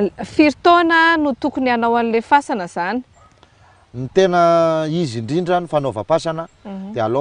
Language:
Malagasy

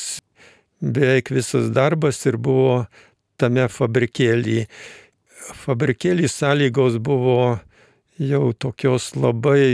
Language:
Lithuanian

